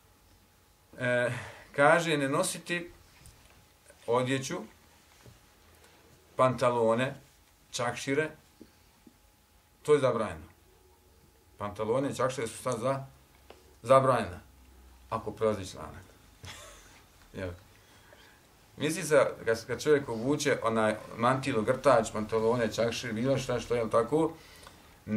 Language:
Bosnian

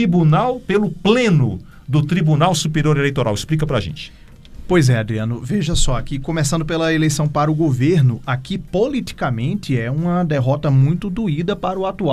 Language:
Portuguese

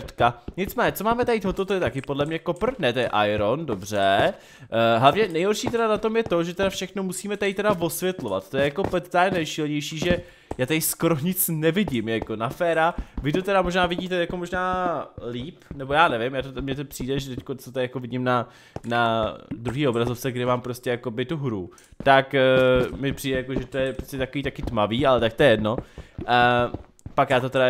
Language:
Czech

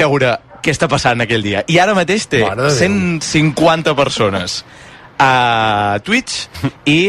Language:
Catalan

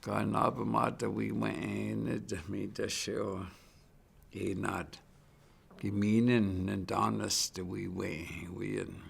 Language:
Chippewa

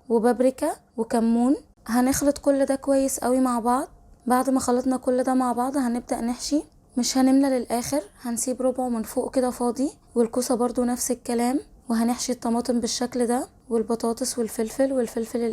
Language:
Egyptian Arabic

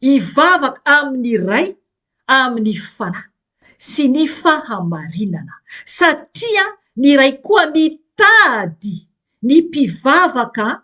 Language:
Malagasy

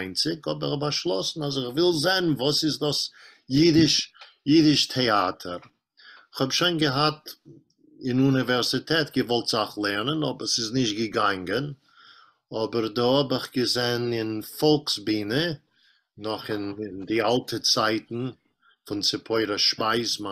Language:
Yiddish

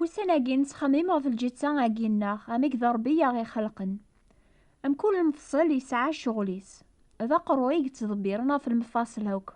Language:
Kabyle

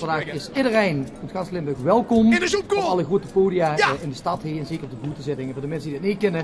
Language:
Limburgish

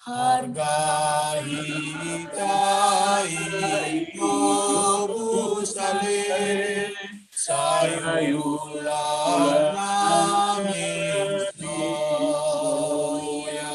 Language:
Batak Simalungun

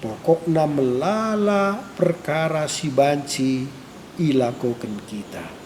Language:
Batak Karo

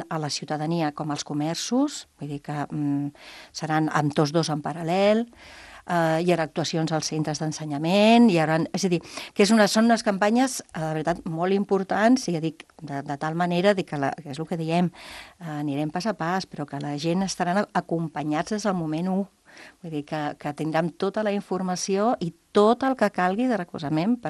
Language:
Catalan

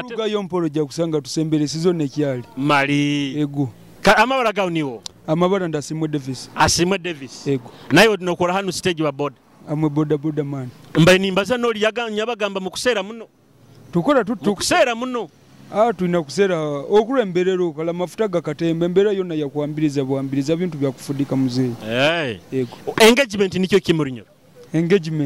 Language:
Nyoro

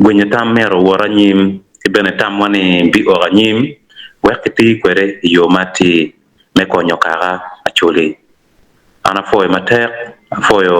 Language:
Acoli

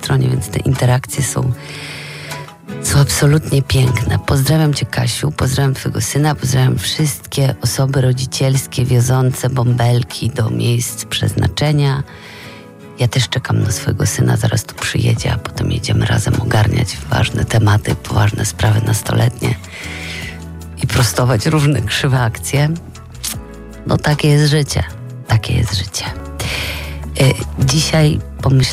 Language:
Polish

